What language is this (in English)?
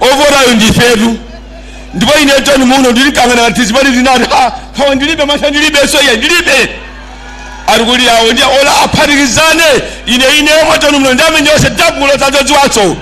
Nyanja